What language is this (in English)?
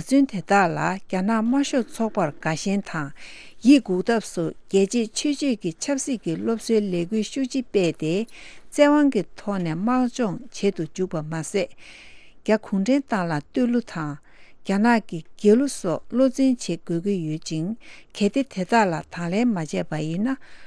Tibetan